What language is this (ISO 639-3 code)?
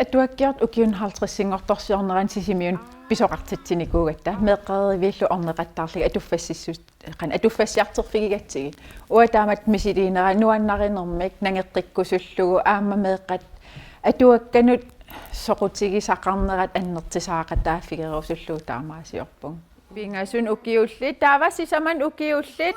kal